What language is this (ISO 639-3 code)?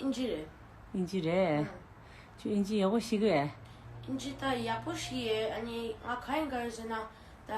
bod